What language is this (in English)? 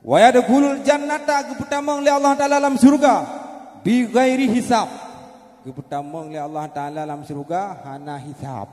Achinese